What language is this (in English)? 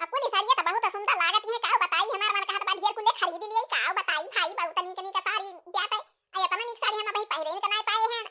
Awadhi